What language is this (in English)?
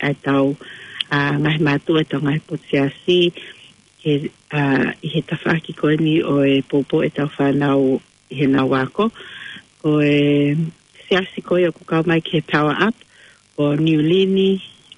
Tongan